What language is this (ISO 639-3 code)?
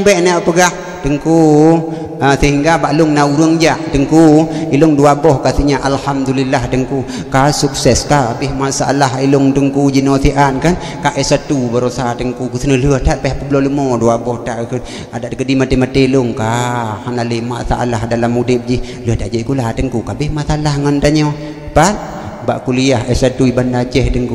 ace